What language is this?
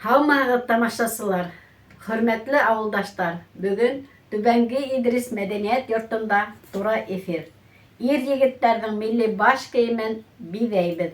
Bashkir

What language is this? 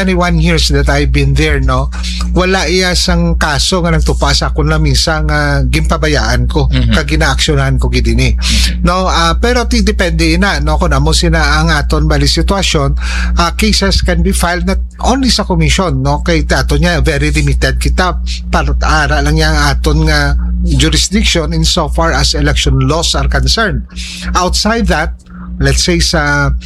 Hiligaynon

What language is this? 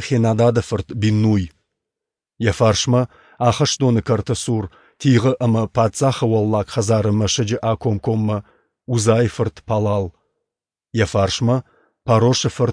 Ossetic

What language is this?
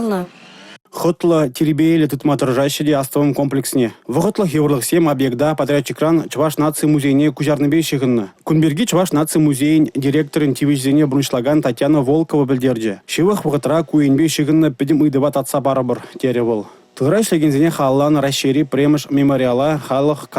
Chuvash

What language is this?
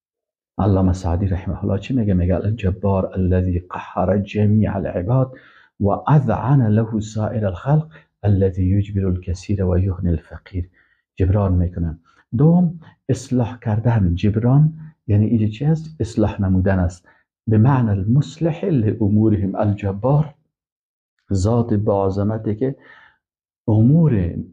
Persian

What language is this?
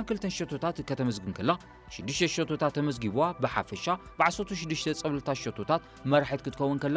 Tigrinya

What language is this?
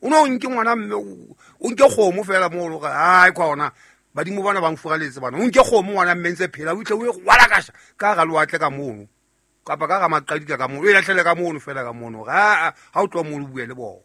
Southern Sotho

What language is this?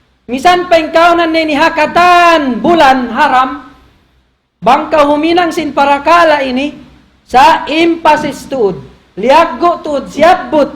Tausug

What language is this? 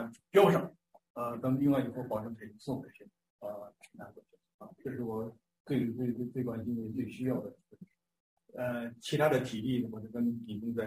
Chinese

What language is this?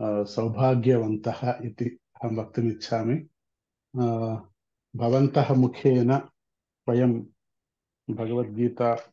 Sanskrit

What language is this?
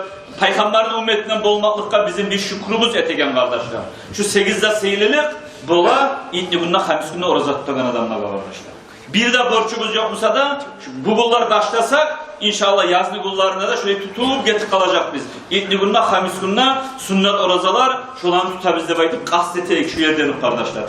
Kumyk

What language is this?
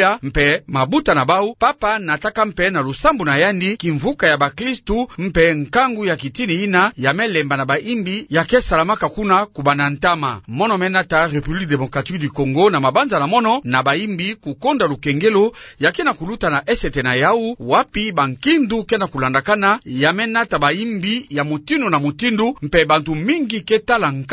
Kituba (Democratic Republic of Congo)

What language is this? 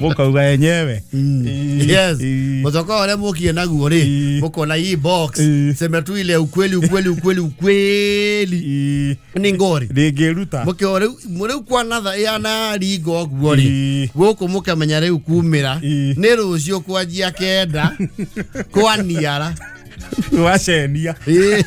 Kikuyu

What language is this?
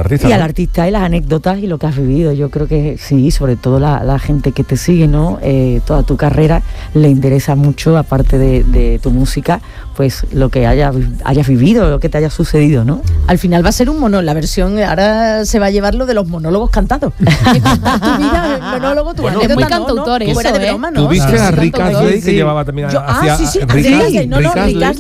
Spanish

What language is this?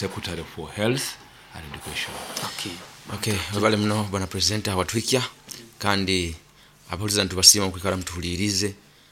Nyoro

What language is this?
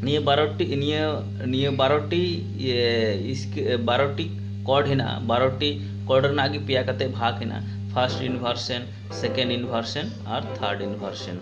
Santali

